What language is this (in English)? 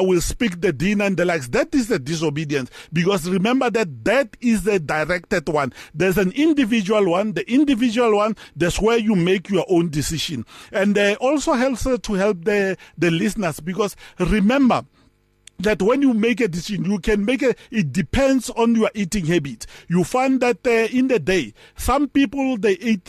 English